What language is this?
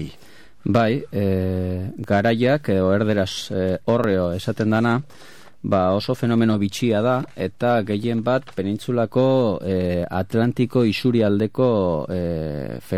Basque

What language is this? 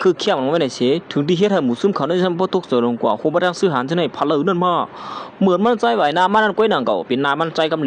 Shan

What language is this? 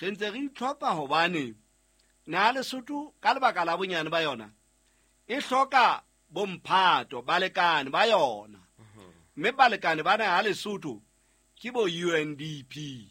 Southern Sotho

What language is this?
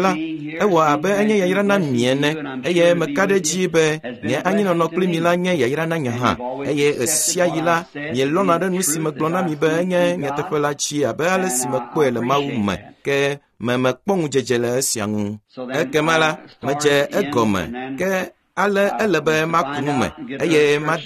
Ewe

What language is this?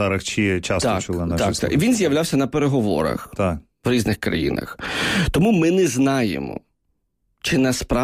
Ukrainian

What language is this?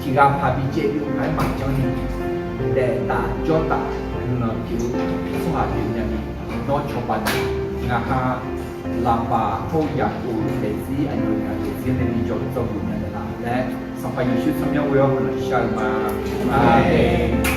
Akha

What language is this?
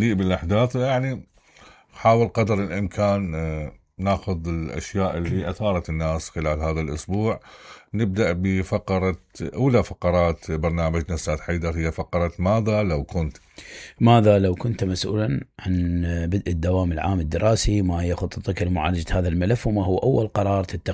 Mesopotamian Arabic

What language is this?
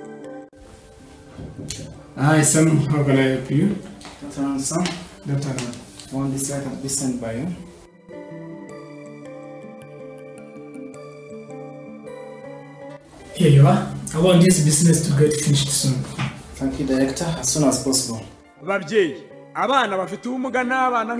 Kinyarwanda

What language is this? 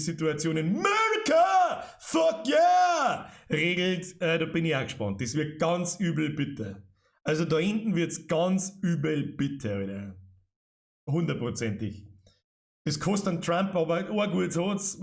Bavarian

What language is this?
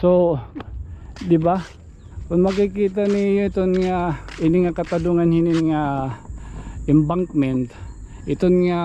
Waray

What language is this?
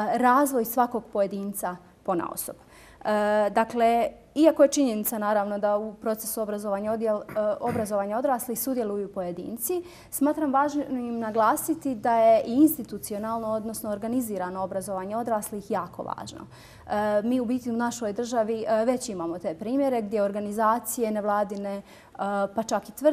Bosnian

